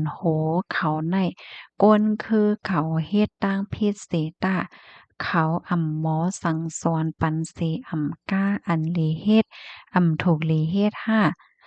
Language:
Shan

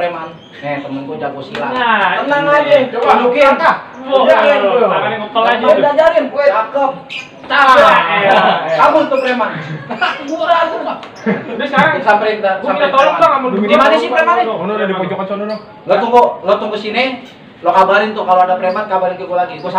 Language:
Betawi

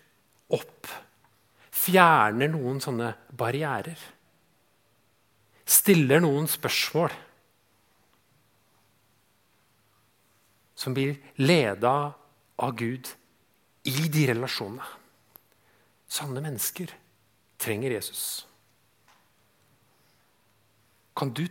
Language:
Norwegian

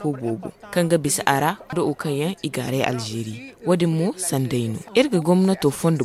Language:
Zarma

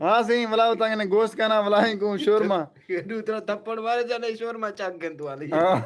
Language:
Saraiki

